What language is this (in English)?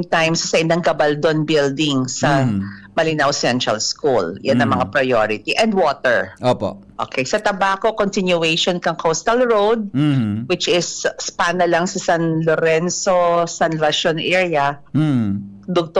Bikol